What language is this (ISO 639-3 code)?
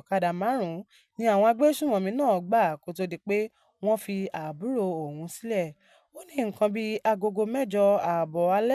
yor